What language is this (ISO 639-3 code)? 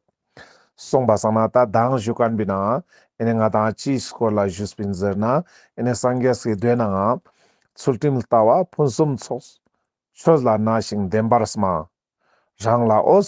lbj